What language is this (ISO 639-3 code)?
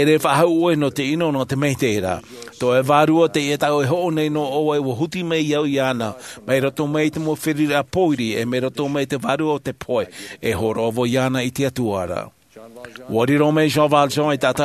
tah